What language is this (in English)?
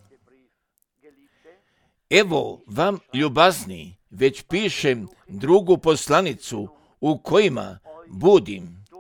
Croatian